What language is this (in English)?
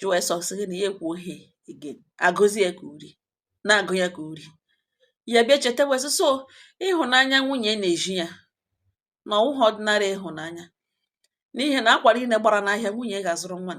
Igbo